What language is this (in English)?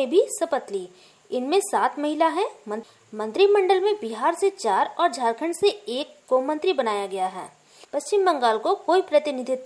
Hindi